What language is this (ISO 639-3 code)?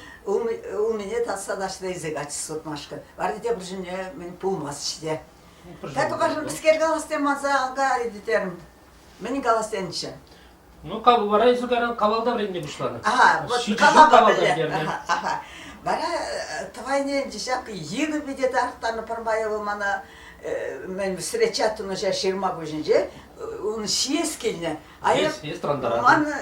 chv